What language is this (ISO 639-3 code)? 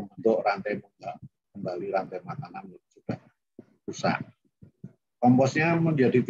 ind